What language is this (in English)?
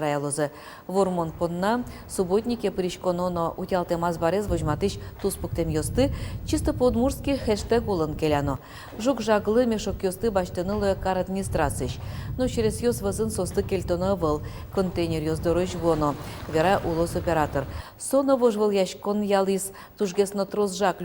Udmurt